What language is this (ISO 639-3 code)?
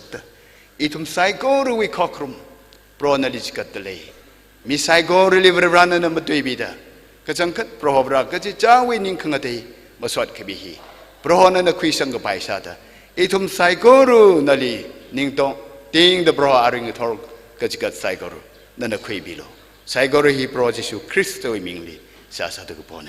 nmf